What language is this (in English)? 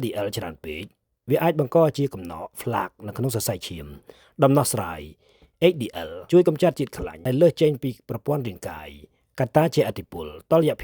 Khmer